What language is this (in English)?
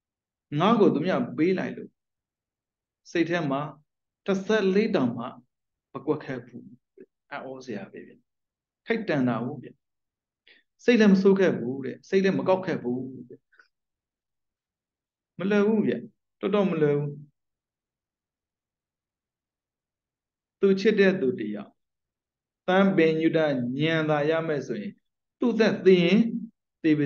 Burmese